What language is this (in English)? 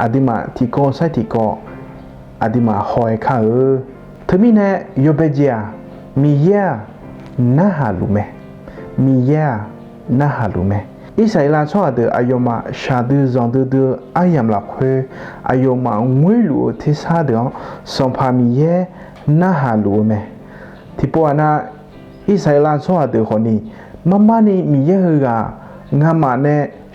Akha